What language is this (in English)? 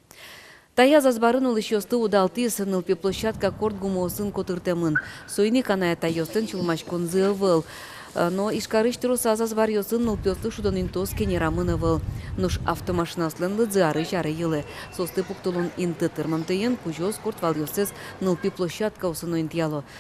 Udmurt